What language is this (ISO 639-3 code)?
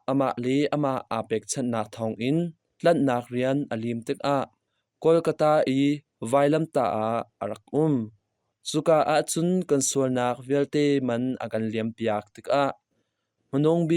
cnh